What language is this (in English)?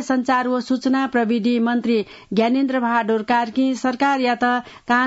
Newari